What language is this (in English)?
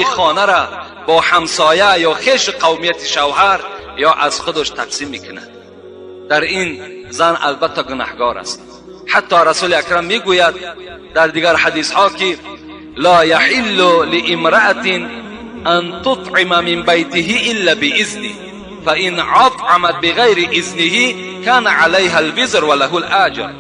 Tajik